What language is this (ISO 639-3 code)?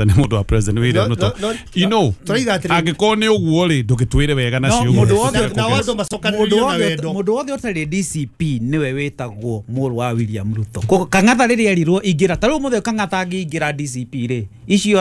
kik